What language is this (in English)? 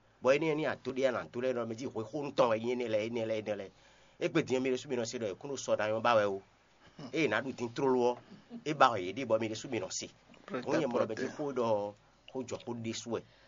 Fon